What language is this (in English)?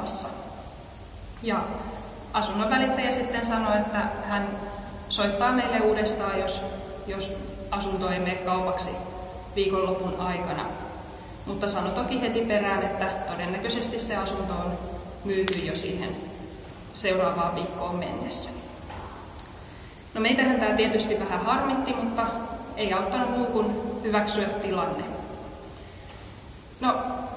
Finnish